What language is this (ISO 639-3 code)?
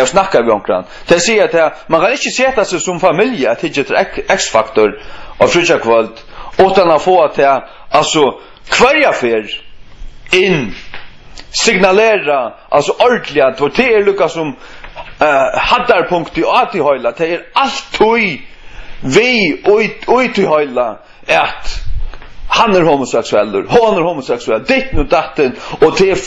fao